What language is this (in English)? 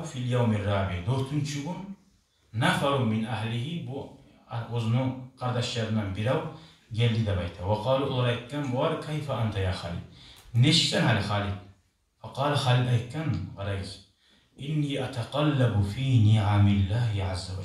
Kumyk